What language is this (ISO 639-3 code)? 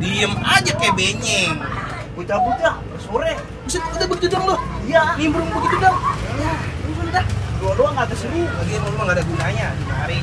bew